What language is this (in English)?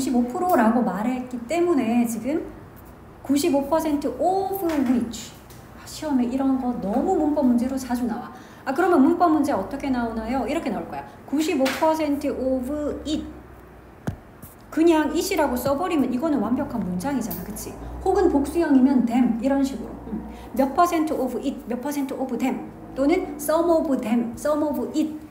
Korean